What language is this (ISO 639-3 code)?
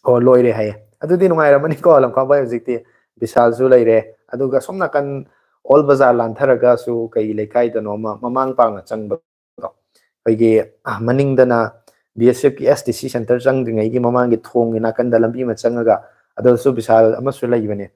mni